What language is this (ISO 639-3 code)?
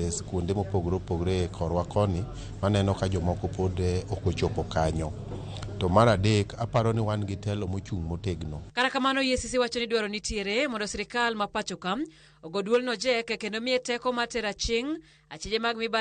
luo